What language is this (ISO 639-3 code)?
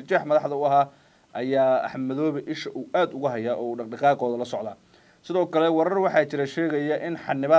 som